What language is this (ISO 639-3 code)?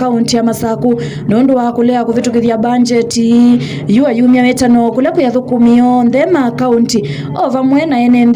kam